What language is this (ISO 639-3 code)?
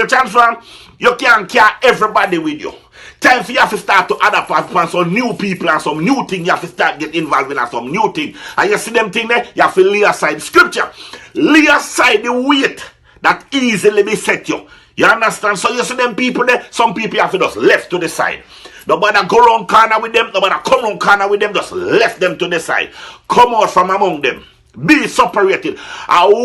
jam